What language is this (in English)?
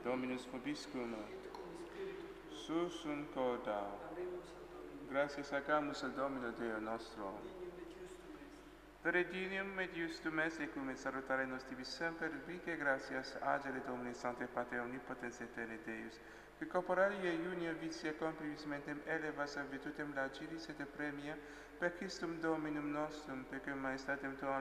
Latin